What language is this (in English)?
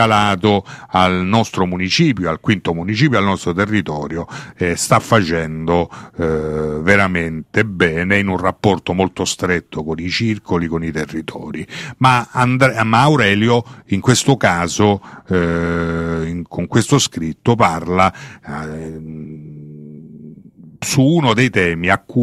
Italian